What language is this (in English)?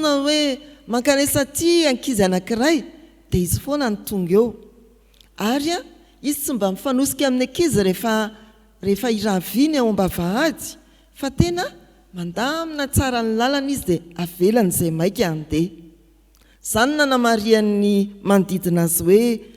Malagasy